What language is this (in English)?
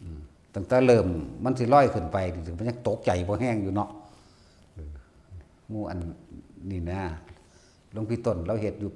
Northeastern Thai